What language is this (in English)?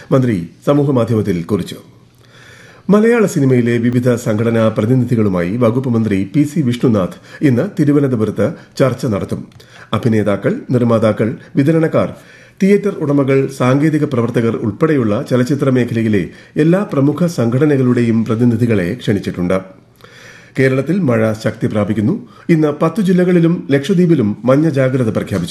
Malayalam